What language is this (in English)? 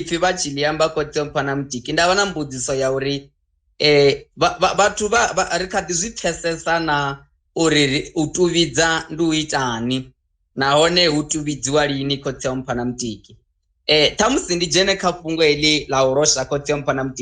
Venda